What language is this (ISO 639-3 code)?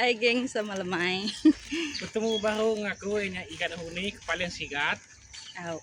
iba